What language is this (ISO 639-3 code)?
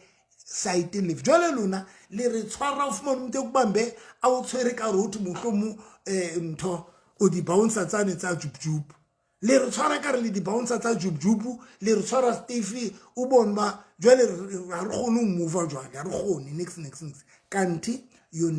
sot